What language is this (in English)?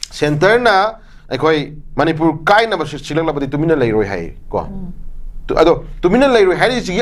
Manipuri